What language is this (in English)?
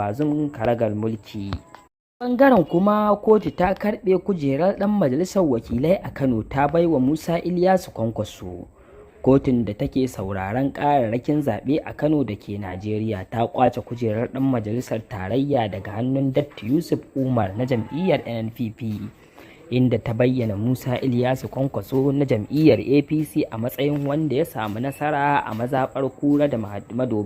Hausa